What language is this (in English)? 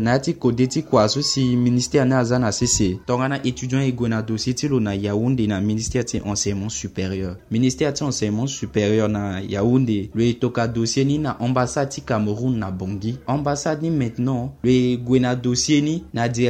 Sango